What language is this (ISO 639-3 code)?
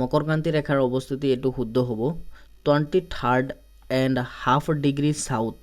asm